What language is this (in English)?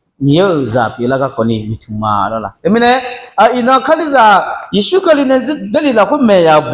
Akha